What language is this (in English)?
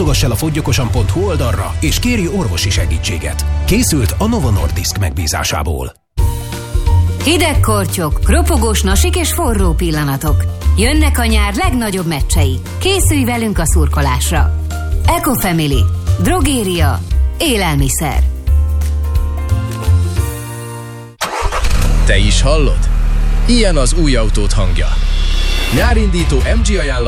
Hungarian